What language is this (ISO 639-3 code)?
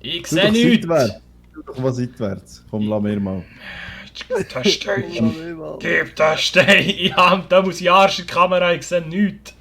gsw